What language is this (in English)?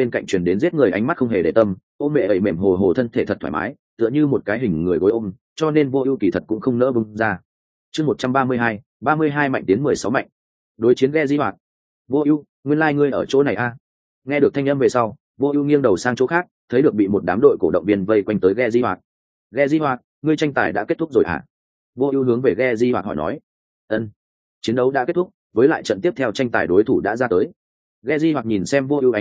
Vietnamese